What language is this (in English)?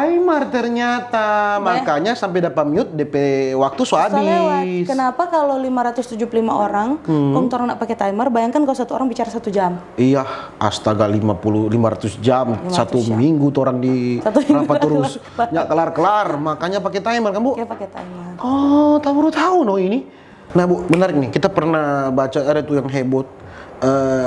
Manado Malay